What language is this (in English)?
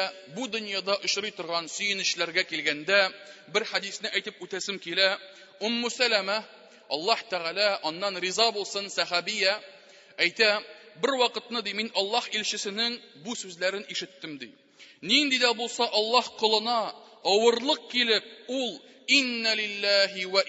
Tatar